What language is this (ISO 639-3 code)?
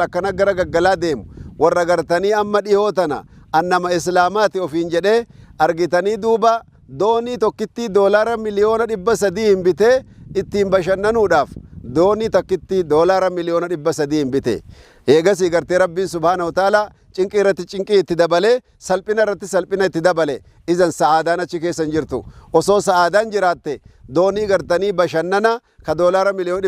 orm